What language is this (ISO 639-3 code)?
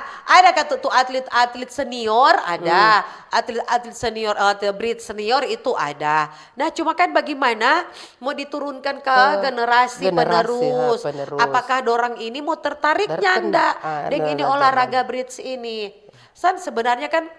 xmm